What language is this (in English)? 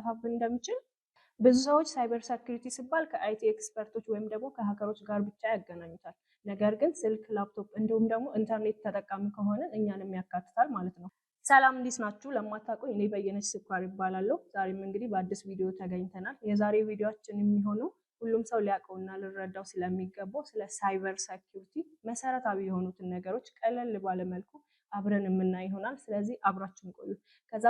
Amharic